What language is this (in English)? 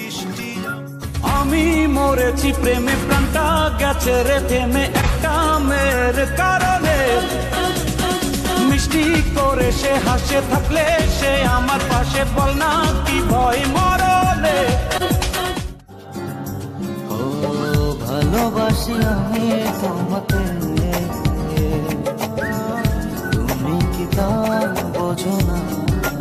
Bangla